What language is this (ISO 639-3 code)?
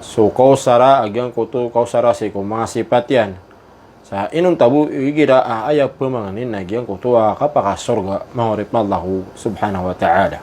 mrw